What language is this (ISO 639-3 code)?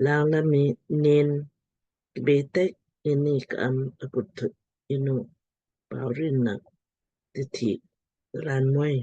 lmk